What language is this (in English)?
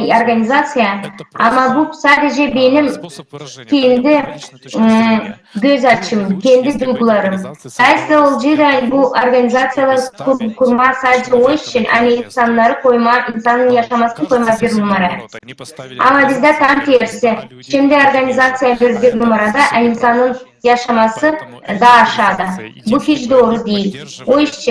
Gagauz